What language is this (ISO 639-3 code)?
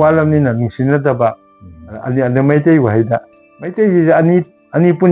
mni